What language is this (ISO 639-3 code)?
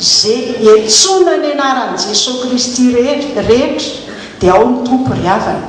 mlg